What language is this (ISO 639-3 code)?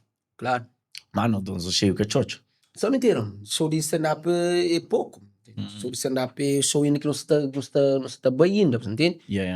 kea